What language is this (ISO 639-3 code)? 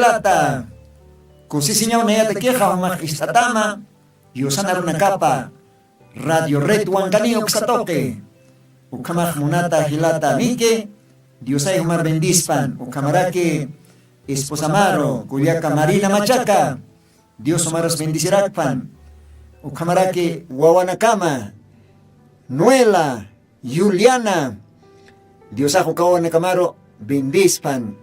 aym